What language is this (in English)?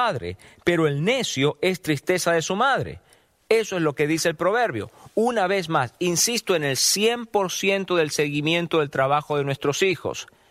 Spanish